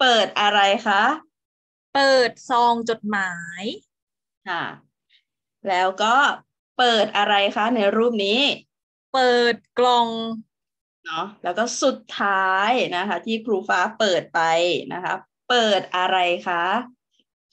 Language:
Thai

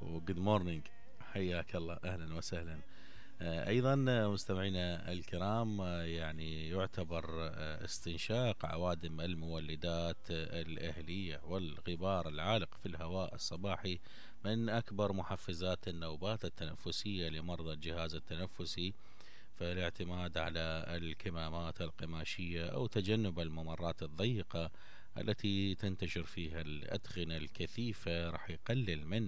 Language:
Mesopotamian Arabic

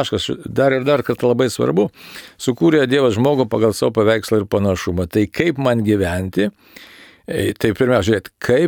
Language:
Lithuanian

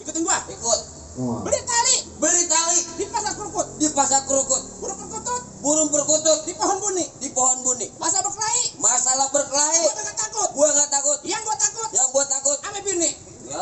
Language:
Betawi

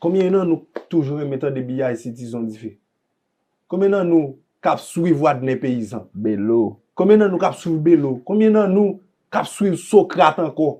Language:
Haitian Creole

